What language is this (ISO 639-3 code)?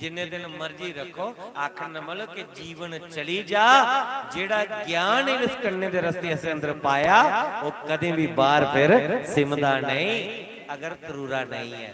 doi